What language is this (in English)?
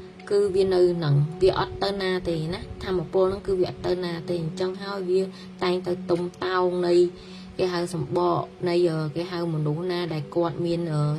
Khmer